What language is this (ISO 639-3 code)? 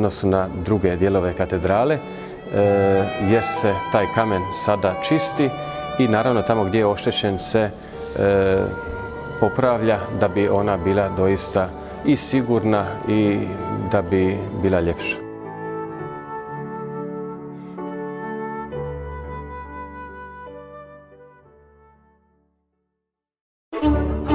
hrv